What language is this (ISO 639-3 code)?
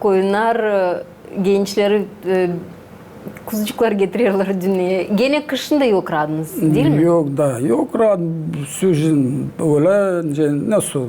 gag